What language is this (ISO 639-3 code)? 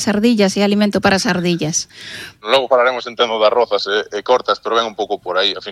glg